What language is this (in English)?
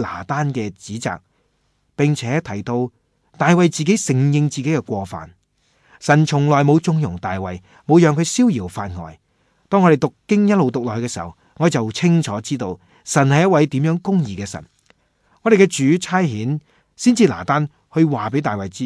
Cantonese